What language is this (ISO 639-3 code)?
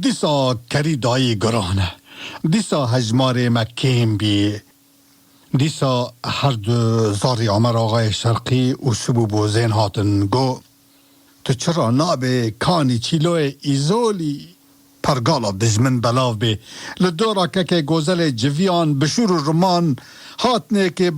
kur